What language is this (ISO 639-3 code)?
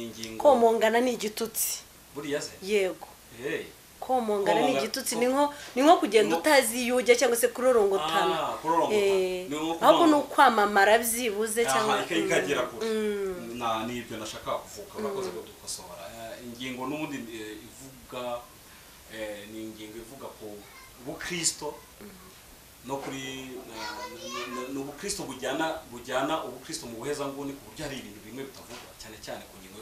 kin